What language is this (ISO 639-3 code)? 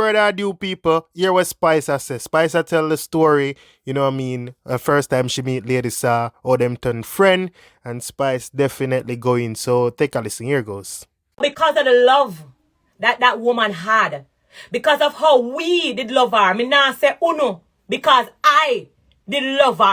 jam